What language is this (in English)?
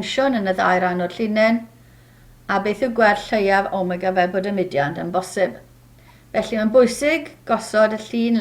Welsh